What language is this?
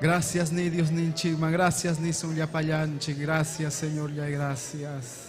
Ayacucho Quechua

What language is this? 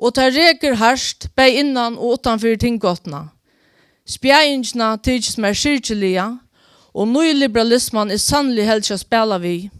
Faroese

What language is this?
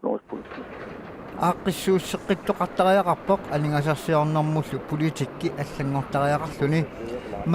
Kalaallisut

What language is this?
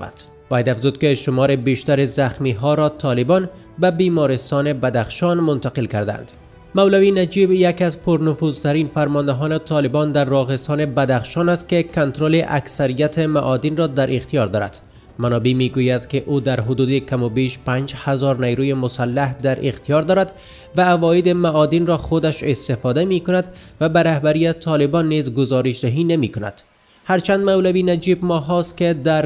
Persian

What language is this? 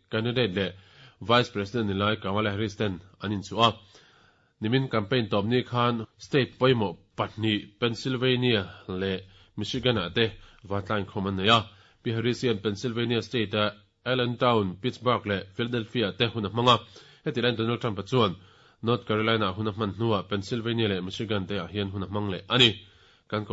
Mizo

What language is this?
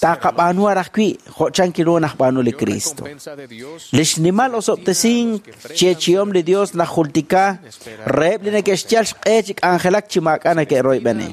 Kekchí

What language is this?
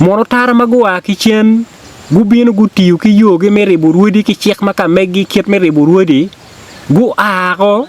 Acoli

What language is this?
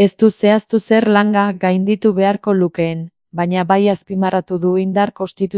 Basque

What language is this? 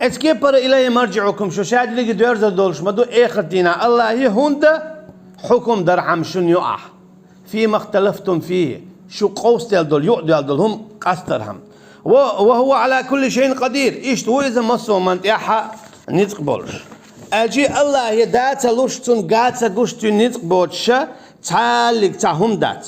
Chechen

